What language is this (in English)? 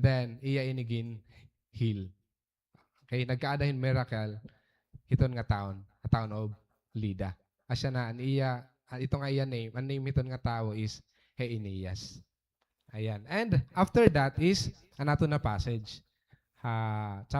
Waray